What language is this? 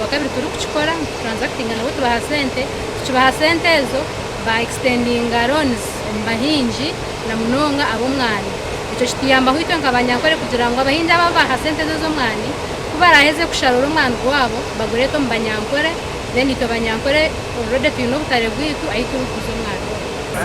Nyankole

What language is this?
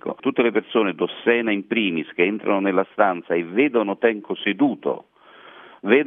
Italian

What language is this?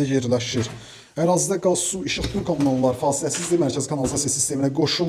Azerbaijani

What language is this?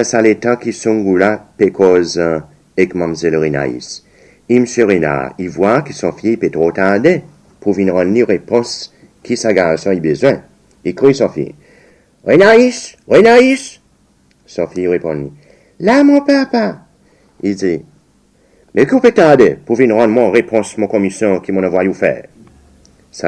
Seselwa Creole French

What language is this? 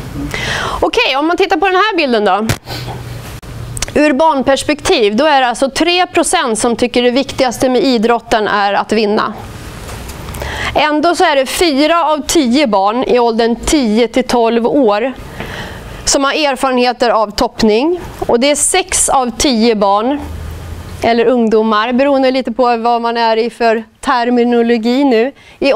Swedish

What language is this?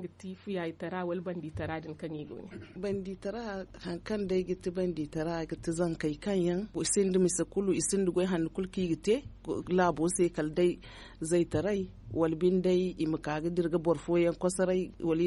Zarma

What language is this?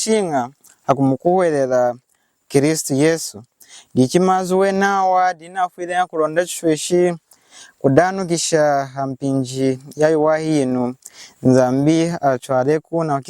Lunda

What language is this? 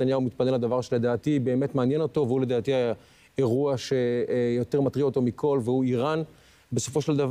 Hebrew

